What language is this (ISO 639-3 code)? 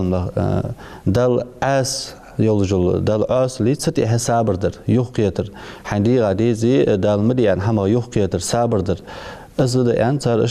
inh